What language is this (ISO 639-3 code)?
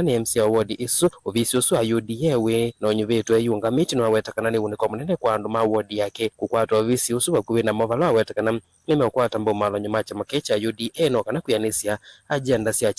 kam